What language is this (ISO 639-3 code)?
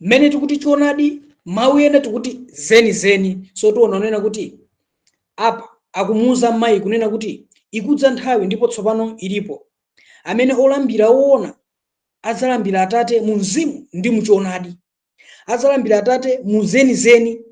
nya